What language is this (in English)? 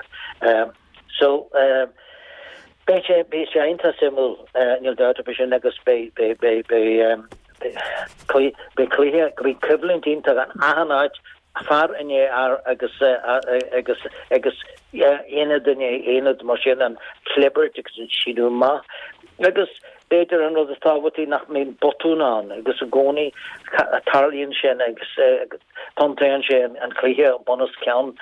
Irish